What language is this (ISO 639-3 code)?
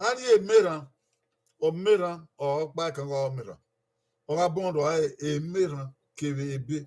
bin